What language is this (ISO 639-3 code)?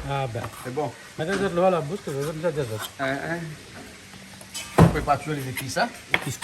rcf